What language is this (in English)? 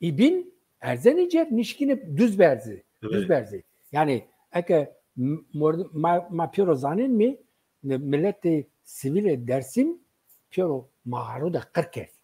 Zaza